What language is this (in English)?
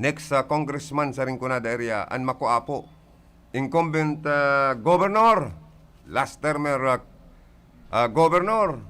Bikol